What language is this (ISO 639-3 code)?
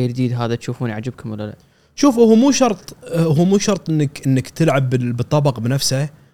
afb